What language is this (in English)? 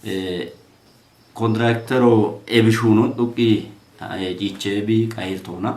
Kafa